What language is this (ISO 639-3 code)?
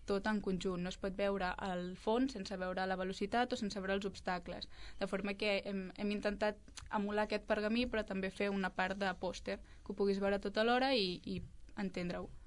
cat